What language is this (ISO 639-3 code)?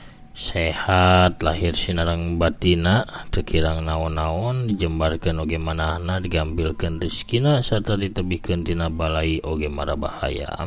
sun